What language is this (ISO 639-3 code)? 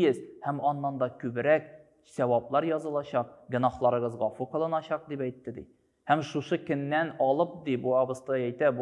tat